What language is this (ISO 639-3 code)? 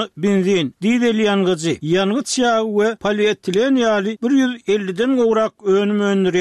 tuk